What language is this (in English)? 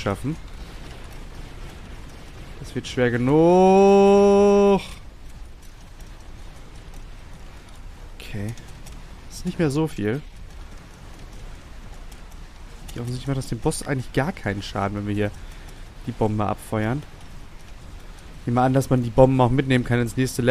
German